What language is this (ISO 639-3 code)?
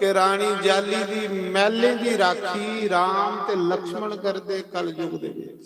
doi